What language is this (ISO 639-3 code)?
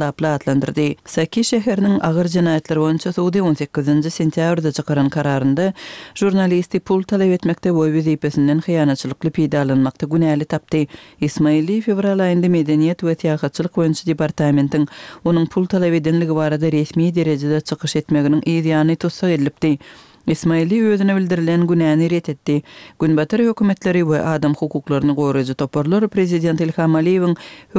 tuk